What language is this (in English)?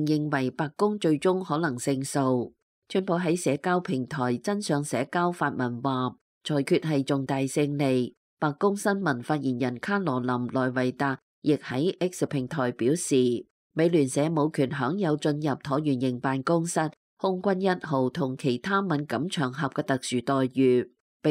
Cantonese